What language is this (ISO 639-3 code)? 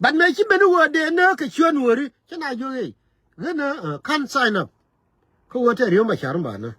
nus